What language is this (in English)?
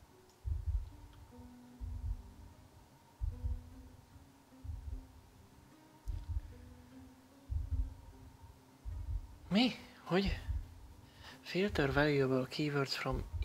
Hungarian